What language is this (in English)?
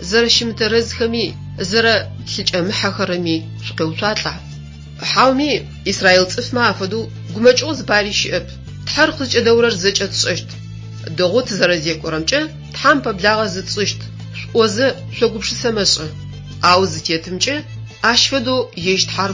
Adyghe